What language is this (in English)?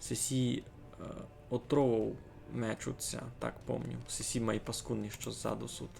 Rusyn